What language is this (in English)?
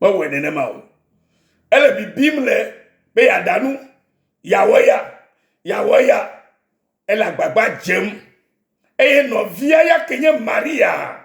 Ewe